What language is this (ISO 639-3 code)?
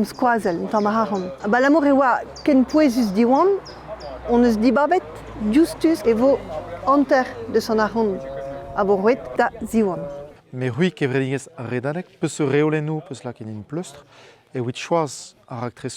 bre